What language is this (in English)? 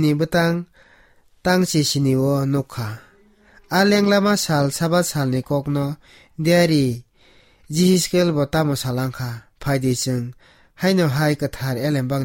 Kok Borok